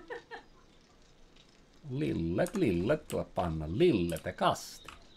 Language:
Estonian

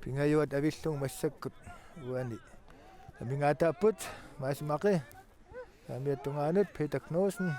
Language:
Kalaallisut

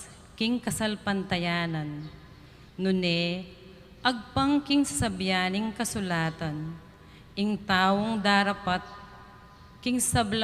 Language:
Pampanga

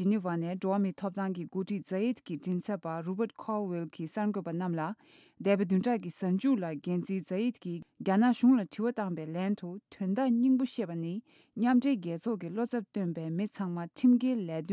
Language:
Tibetan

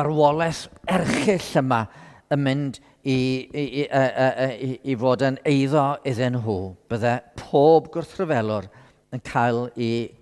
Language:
Welsh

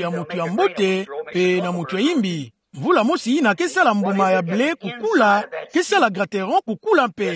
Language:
Kituba (Democratic Republic of Congo)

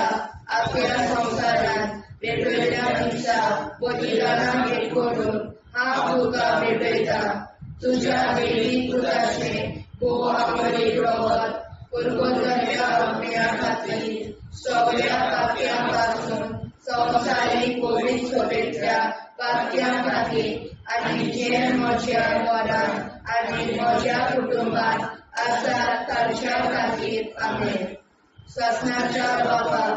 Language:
Konkani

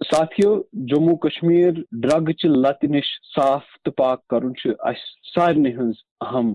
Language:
Kashmiri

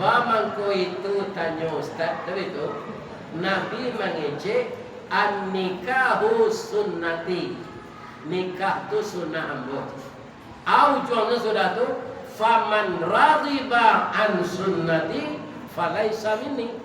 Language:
Minangkabau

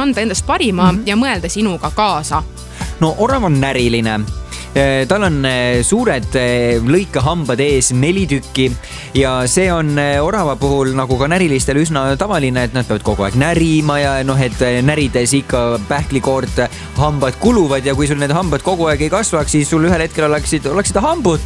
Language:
Estonian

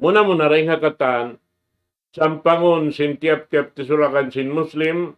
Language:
Tausug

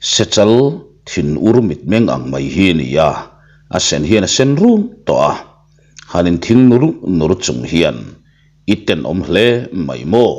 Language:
Mizo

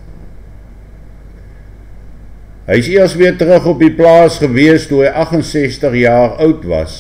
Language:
Afrikaans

